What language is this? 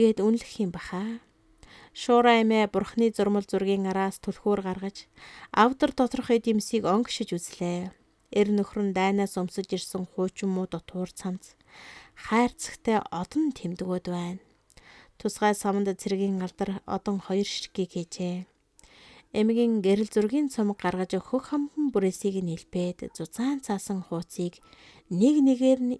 Mongolian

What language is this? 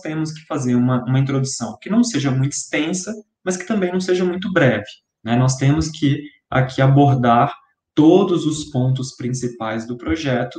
Portuguese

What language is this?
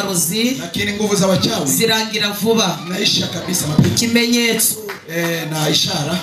Kinyarwanda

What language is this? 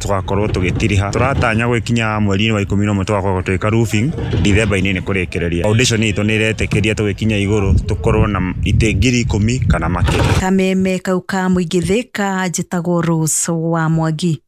Kikuyu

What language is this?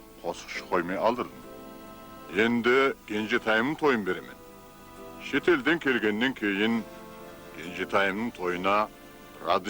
Kara-Kalpak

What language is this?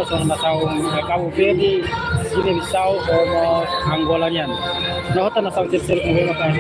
Tetum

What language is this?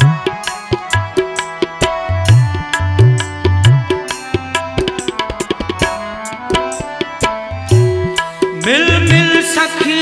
Hindi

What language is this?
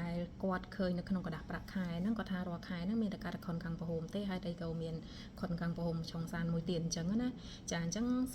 Khmer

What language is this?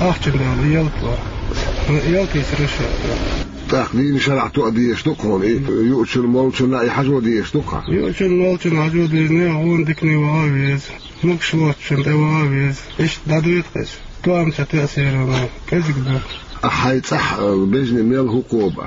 Chechen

